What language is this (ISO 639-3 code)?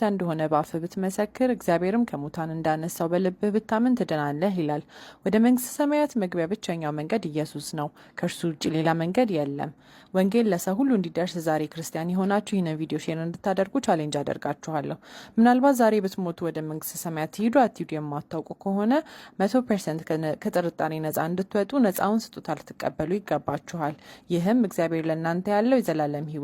amh